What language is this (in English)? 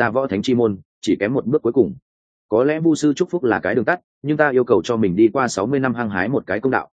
Vietnamese